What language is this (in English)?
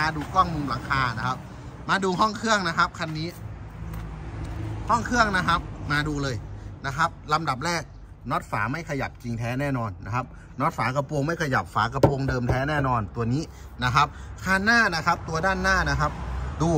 Thai